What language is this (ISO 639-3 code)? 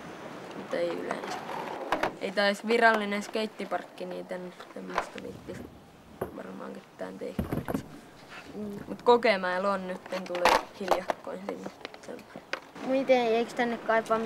fin